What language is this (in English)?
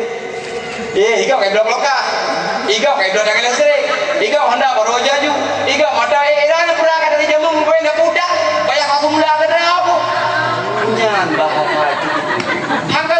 Achinese